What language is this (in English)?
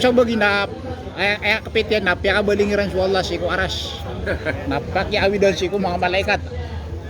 Maranao